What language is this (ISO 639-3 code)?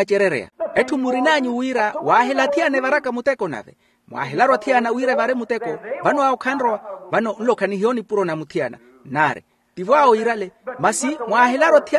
vmw